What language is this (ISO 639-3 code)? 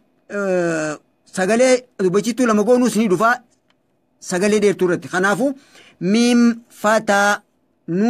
orm